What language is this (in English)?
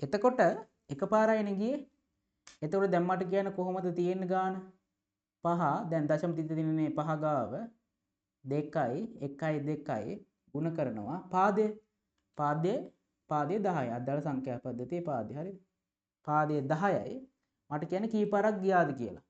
Sinhala